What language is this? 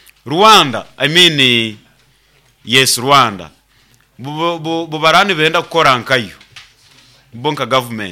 Nyankole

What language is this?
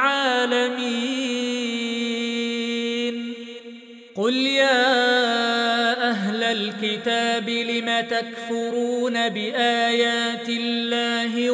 Arabic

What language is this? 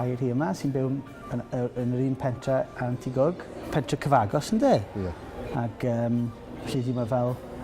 Welsh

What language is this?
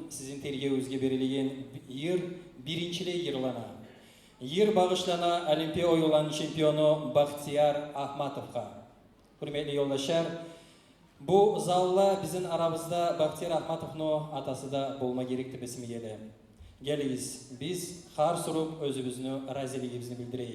Kumyk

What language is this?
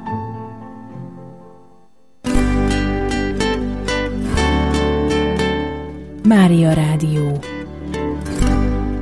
Hungarian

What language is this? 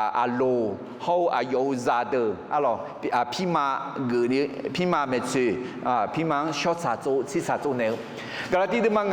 Akha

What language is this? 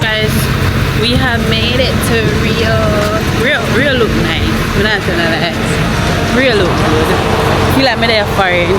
Jamaican Creole English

